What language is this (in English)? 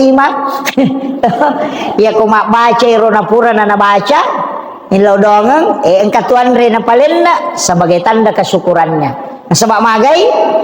Buginese